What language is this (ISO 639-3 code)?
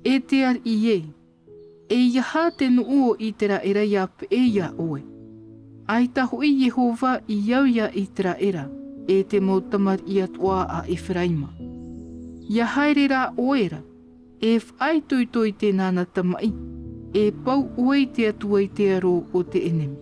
tah